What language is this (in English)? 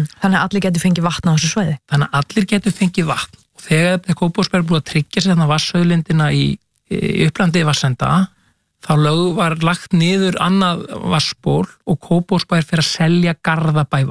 Icelandic